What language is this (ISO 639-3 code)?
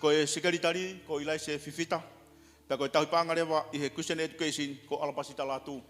ton